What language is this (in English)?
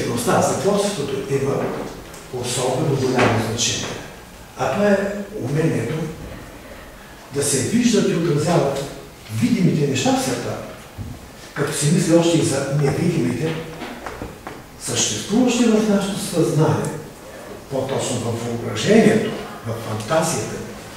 Bulgarian